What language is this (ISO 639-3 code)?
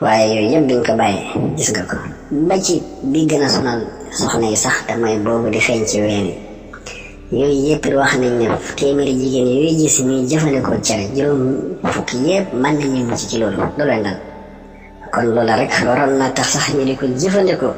wol